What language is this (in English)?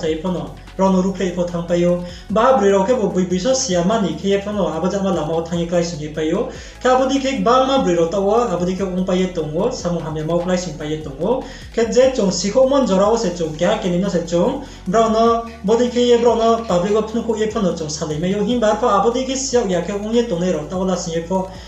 Riang (India)